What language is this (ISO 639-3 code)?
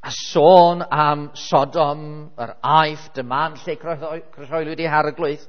cym